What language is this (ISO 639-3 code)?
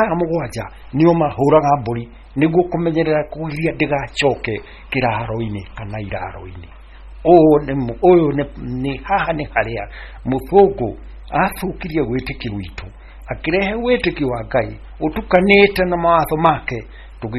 kik